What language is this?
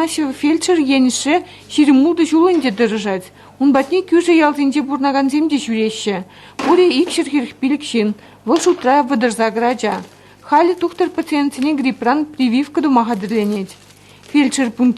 Chuvash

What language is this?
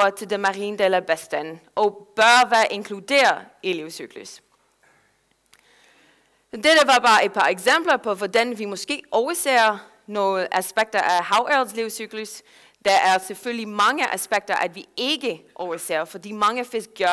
Danish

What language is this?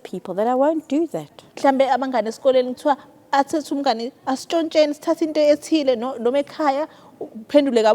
Zulu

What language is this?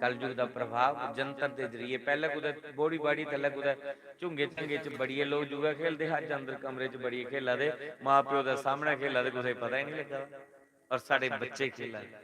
Dogri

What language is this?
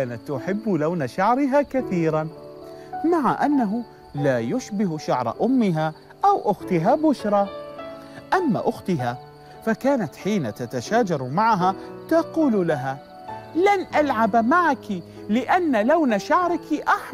Arabic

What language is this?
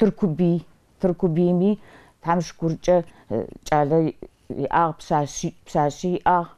Adyghe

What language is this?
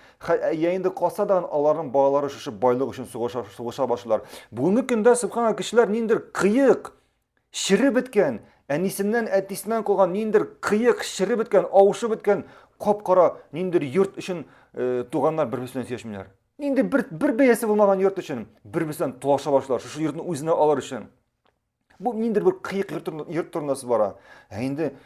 Tatar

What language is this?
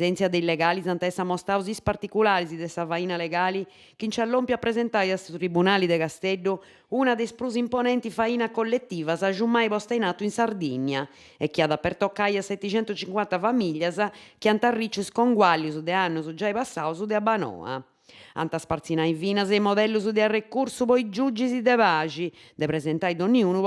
Sardinian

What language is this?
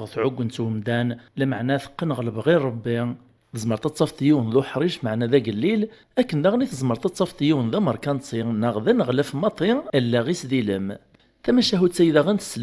Kabyle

